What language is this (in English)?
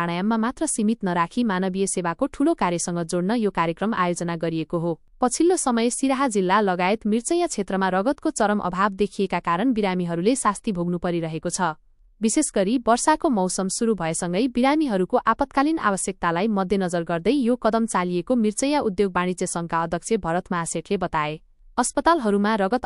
Nepali